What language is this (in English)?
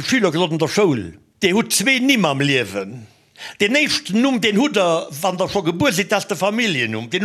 Luxembourgish